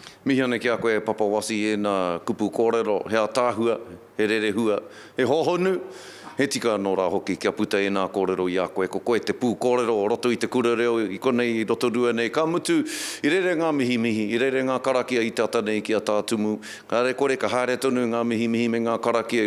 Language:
Māori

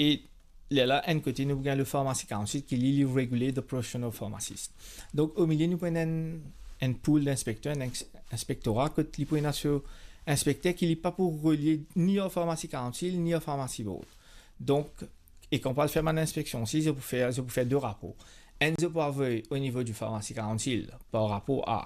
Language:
Morisyen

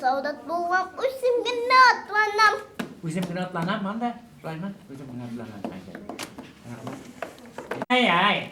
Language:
Tatar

